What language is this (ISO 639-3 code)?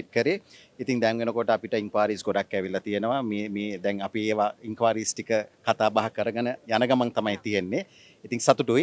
sin